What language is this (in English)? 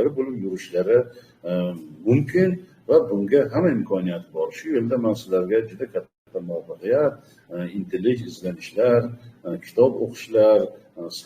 Uzbek